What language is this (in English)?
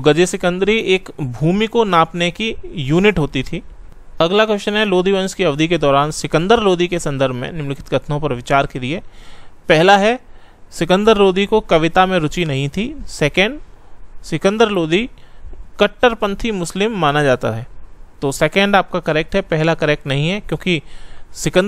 Hindi